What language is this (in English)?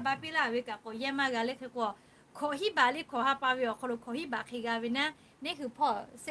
Lahu